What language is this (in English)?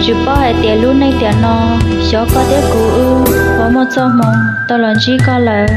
Hmong